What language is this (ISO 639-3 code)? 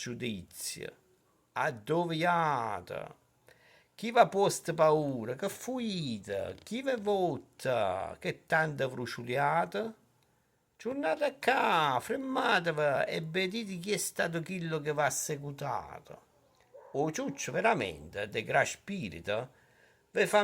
nap